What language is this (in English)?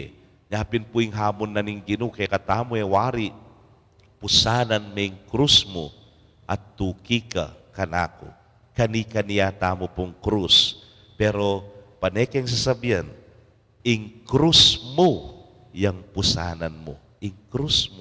Pampanga